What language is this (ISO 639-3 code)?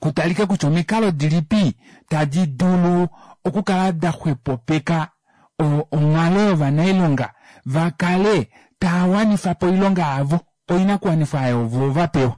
kua